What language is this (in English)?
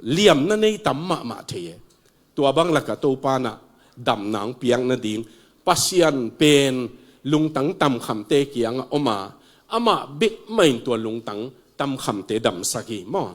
Tedim Chin